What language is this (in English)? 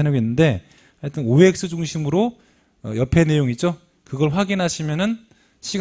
Korean